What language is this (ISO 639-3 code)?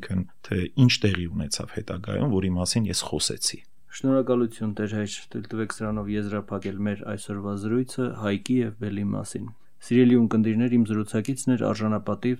hye